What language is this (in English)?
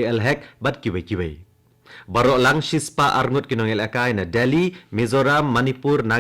Khasi